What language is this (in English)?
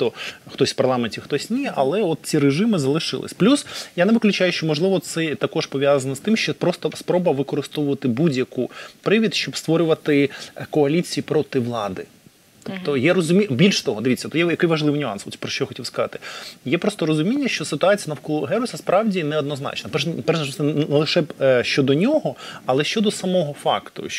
Ukrainian